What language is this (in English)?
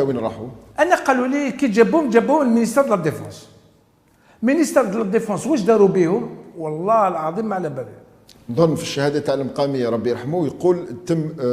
Algerian Arabic